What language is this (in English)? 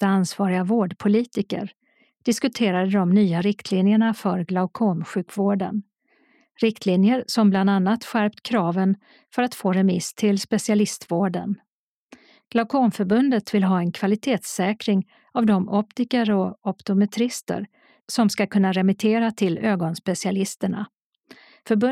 Swedish